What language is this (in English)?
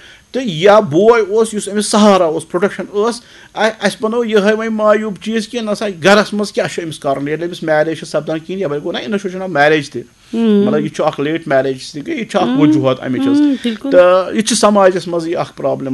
Kashmiri